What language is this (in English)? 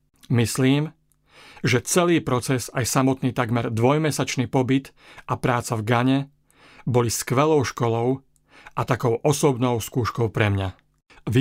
Slovak